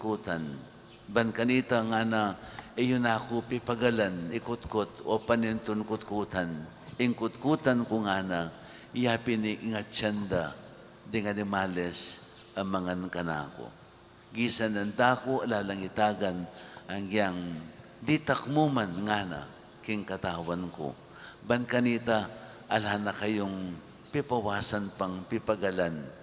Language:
Pampanga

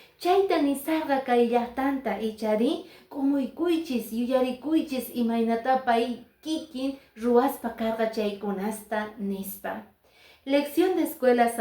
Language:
Quechua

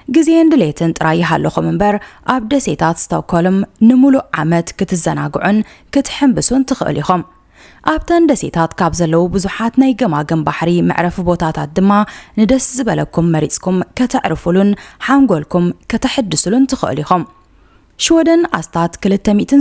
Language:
Tigrinya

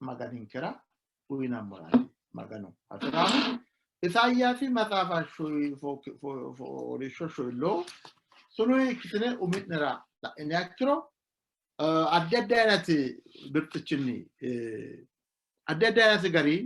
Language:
Sidamo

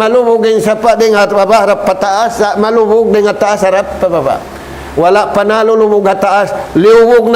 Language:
Tausug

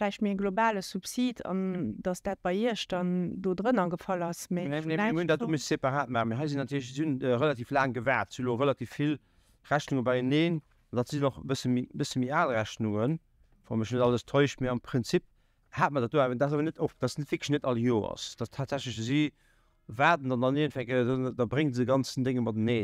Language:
Luxembourgish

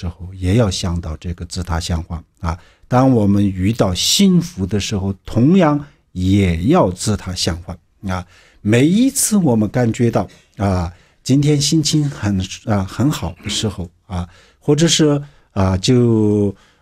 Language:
Chinese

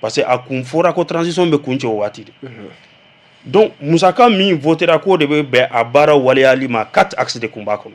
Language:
Bambara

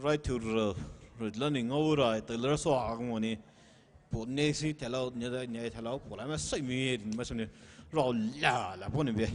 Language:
Poumei Naga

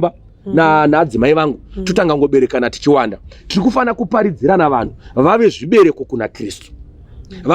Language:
Shona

